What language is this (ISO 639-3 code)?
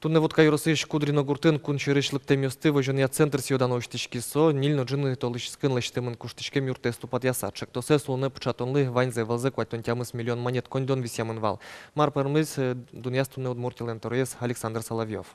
udm